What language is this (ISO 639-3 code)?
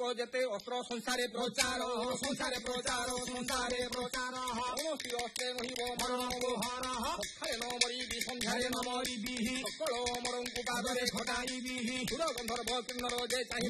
ori